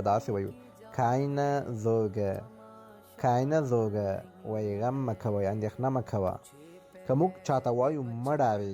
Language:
Pashto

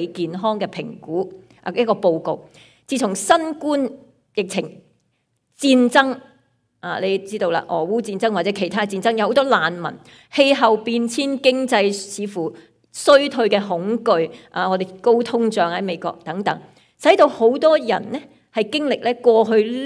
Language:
Cantonese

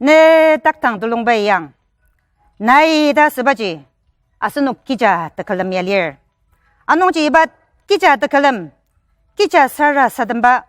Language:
Ao Naga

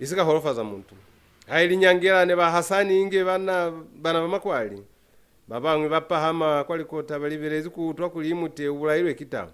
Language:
Lozi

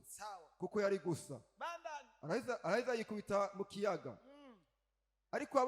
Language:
Rundi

